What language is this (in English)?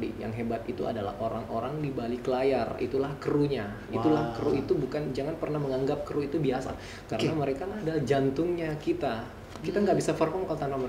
Indonesian